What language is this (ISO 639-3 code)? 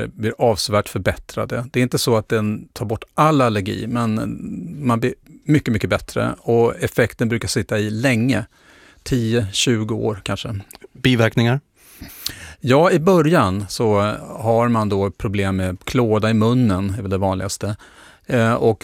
swe